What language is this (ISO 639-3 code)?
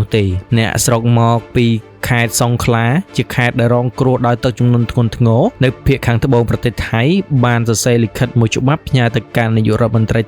khm